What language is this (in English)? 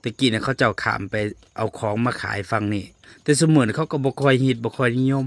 Northeastern Thai